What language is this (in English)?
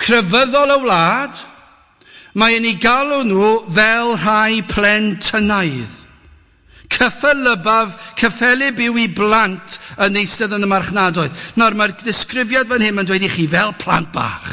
Welsh